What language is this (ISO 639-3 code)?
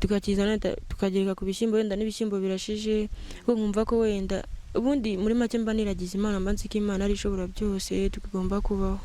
kin